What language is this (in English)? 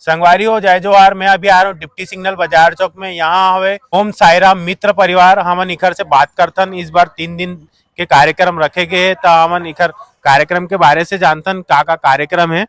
Chhattisgarhi